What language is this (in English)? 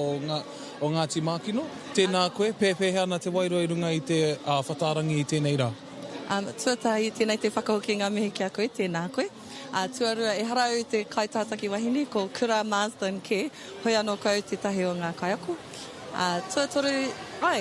Māori